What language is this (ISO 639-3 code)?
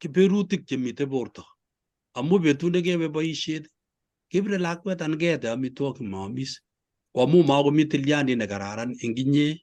kln